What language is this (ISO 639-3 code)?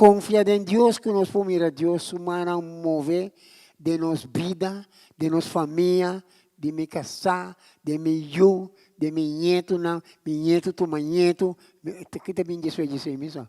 pap